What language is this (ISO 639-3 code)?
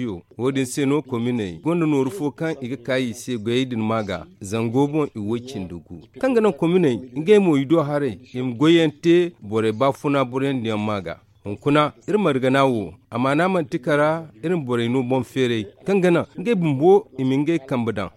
dje